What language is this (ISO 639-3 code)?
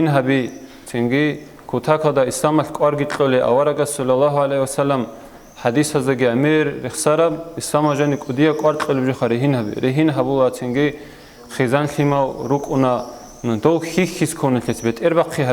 ava